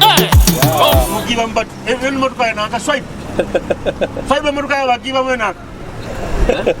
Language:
Nyoro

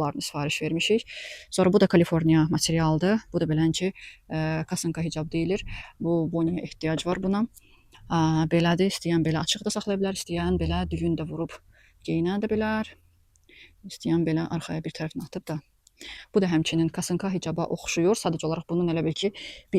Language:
Azerbaijani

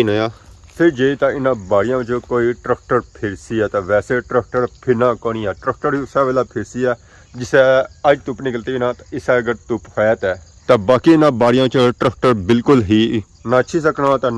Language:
Pahari-Potwari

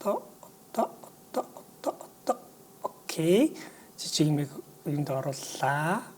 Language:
Mongolian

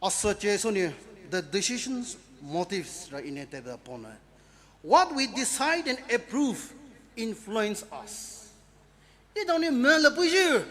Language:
Poumei Naga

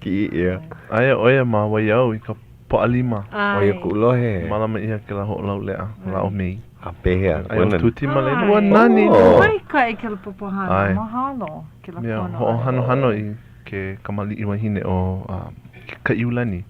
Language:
Hawaiian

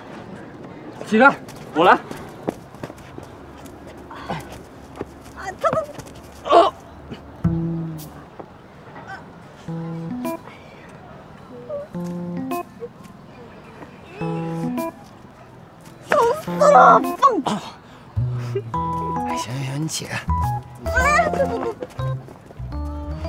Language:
Chinese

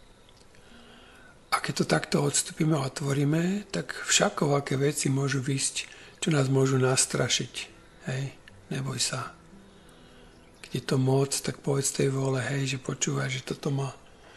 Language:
Slovak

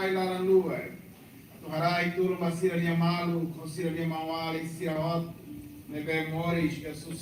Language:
Tetum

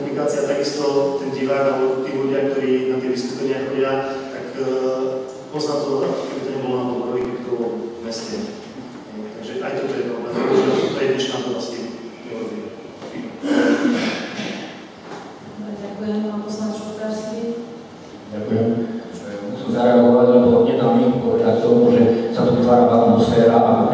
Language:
Slovak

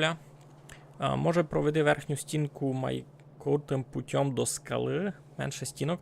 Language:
Rusyn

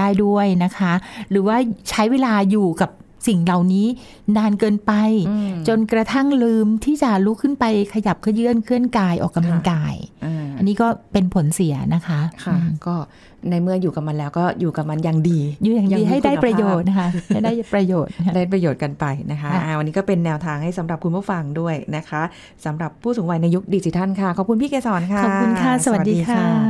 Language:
Thai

